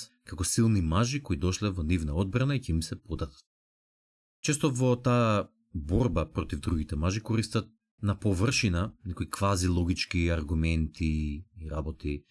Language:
Macedonian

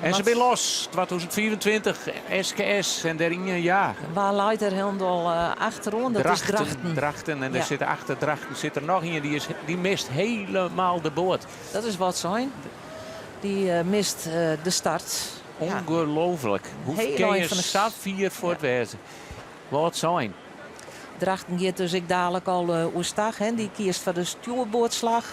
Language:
Western Frisian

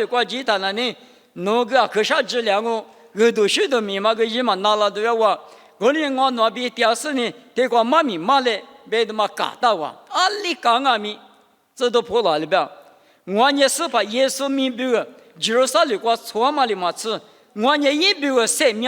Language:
Lisu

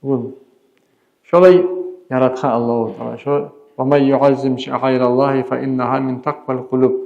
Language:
Kumyk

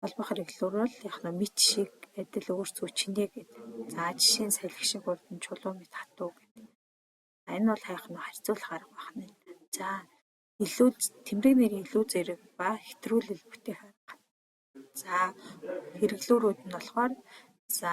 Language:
Mongolian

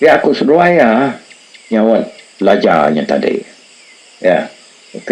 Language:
Iban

